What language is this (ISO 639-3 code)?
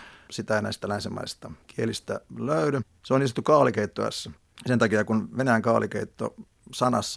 fin